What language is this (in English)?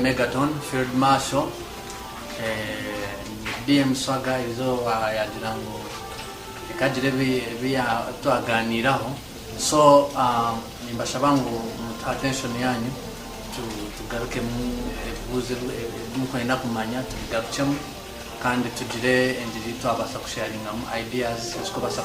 Nyankole